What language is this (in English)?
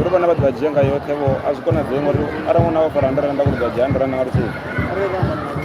Venda